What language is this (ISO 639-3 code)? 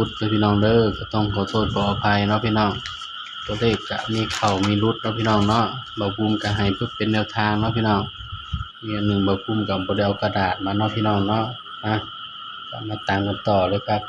tts